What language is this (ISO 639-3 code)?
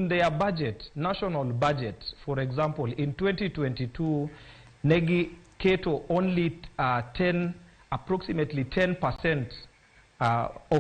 luo